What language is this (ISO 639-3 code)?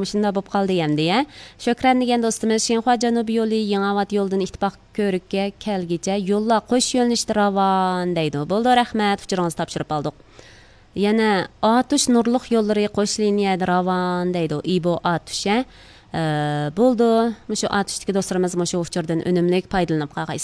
uig